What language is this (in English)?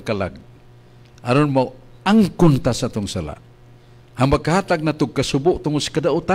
Cebuano